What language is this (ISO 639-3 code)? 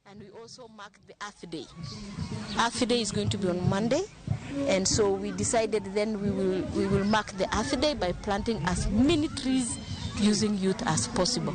luo